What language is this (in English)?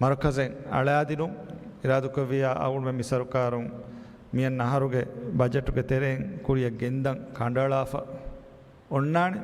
Divehi